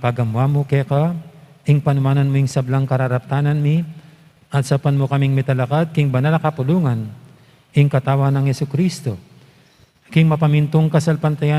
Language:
Pampanga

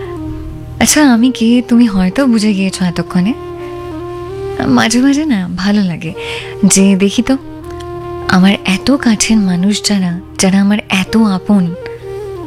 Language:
Bangla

